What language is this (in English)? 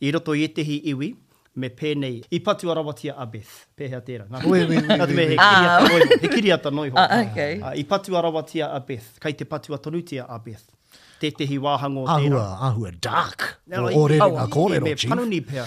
Māori